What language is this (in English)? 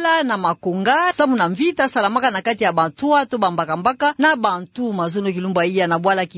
Kituba (Democratic Republic of Congo)